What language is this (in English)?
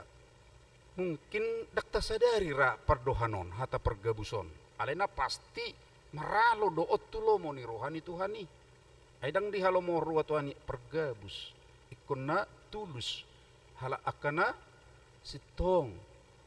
Batak Toba